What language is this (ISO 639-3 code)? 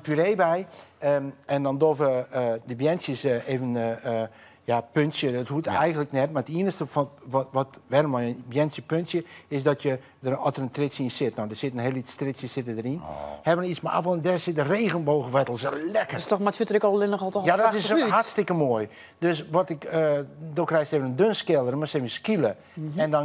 fry